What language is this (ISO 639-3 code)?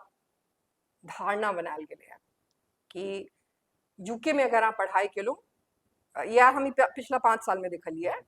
mai